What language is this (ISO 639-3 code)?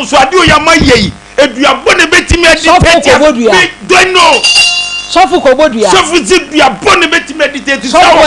aka